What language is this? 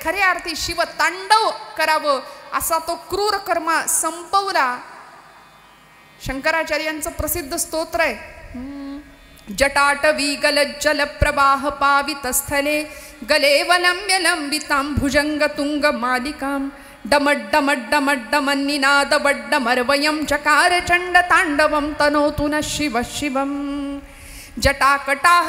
Marathi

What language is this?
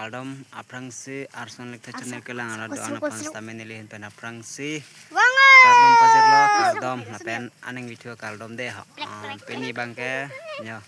Karbi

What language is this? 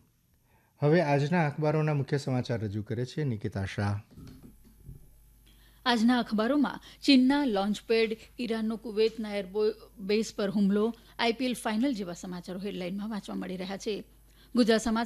Gujarati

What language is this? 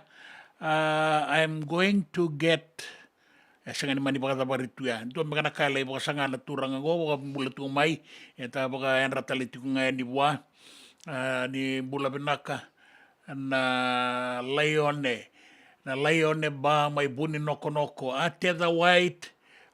Fijian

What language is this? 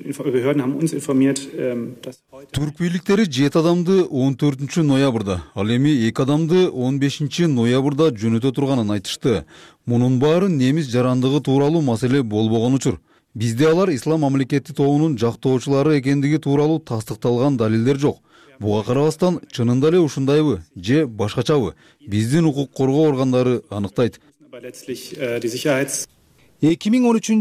Kyrgyz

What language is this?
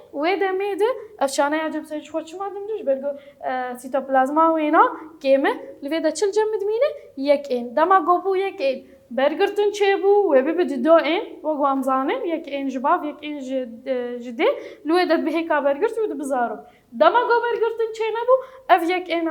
Kurdish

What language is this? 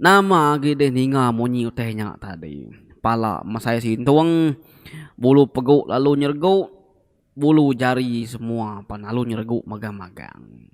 Iban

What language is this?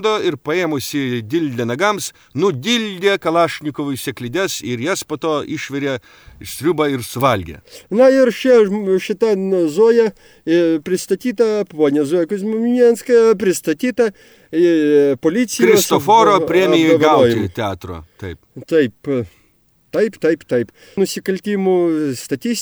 Lithuanian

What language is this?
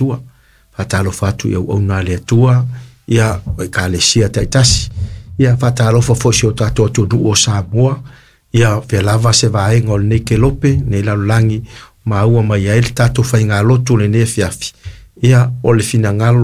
Samoan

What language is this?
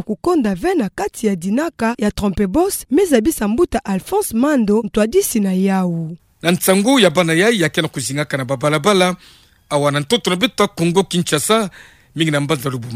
Kituba (Democratic Republic of Congo)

